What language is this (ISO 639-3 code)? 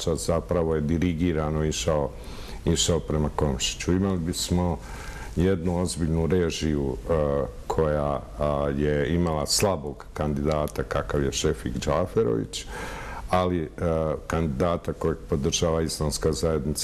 bos